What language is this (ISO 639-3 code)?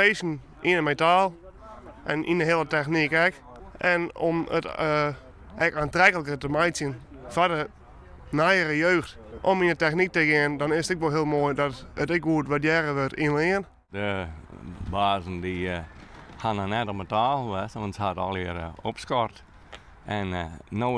fry